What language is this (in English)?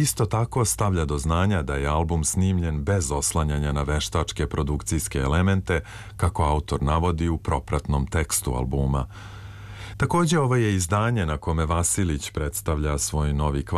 Serbian